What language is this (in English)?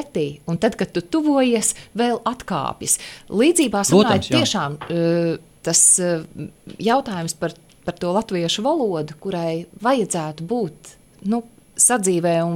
Latvian